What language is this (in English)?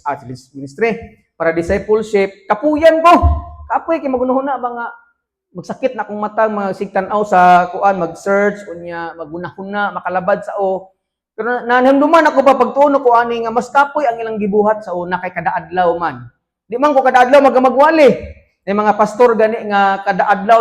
Cebuano